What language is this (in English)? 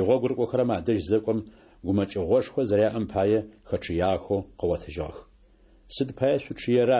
Adyghe